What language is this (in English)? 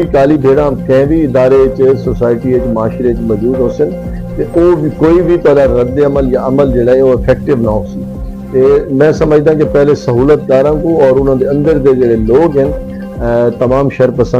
Saraiki